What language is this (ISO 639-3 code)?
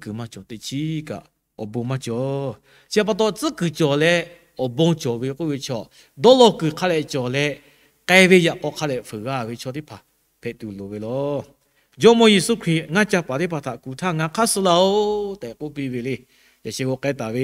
lhu